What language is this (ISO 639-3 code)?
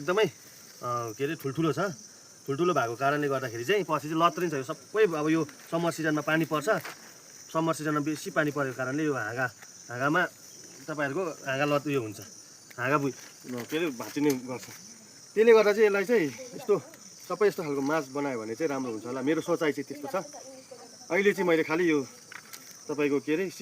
nep